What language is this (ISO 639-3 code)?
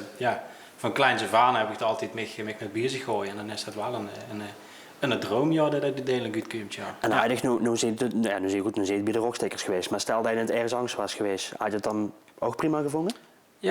lim